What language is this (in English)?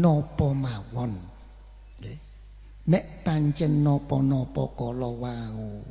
Javanese